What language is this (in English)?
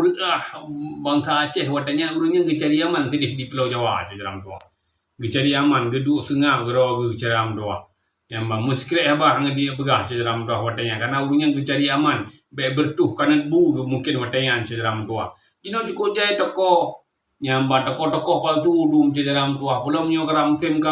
Achinese